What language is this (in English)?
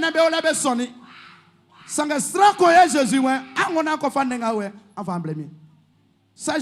Baoulé